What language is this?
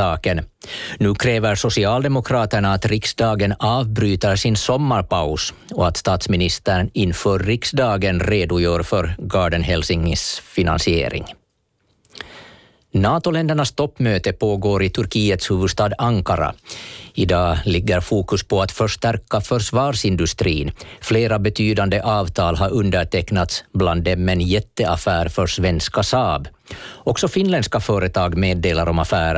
Swedish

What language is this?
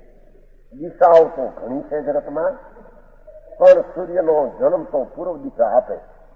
Gujarati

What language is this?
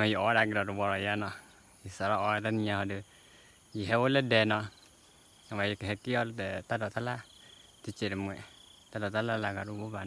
S'gaw Karen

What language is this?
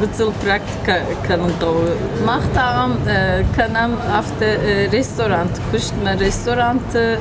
Ossetic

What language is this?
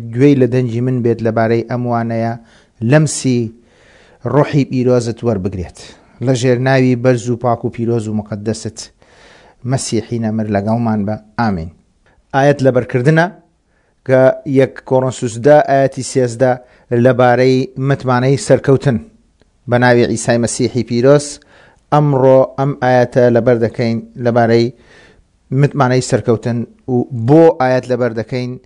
Central Kurdish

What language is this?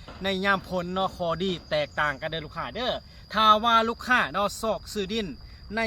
Lao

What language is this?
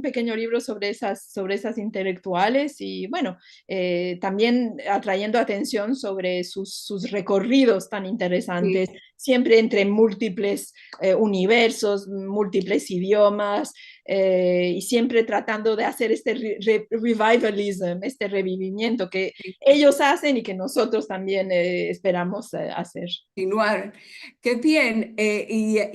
Ladino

